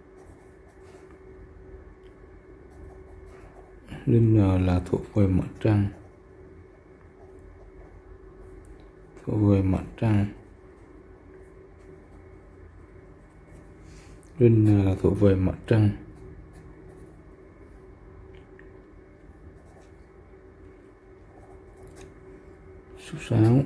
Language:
Vietnamese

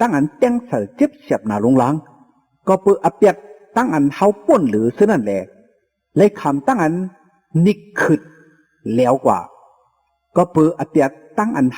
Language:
Shan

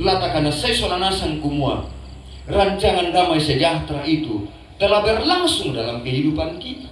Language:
Toraja-Sa'dan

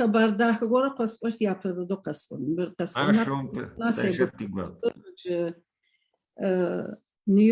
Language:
Adyghe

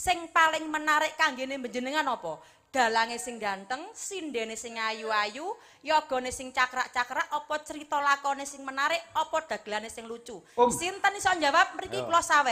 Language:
Javanese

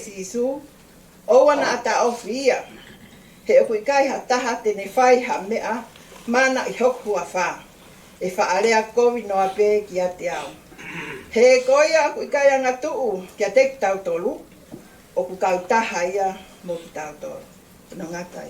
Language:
Tongan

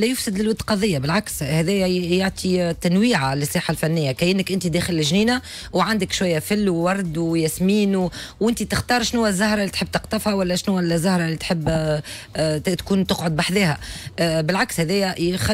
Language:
Tunisian Arabic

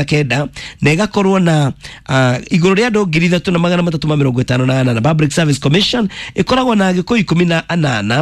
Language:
Kikuyu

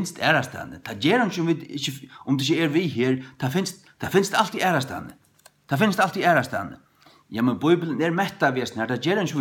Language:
Faroese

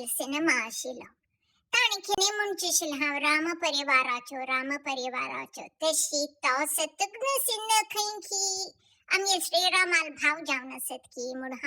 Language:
Konkani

